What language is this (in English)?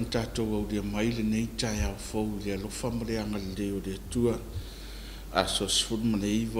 Samoan